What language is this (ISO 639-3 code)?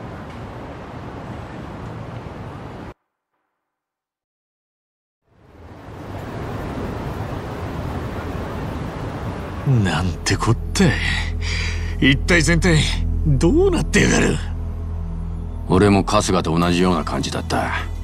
jpn